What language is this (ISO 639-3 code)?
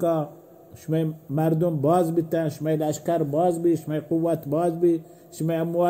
bal